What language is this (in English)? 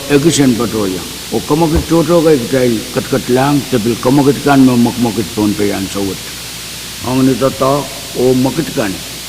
Pohnpeian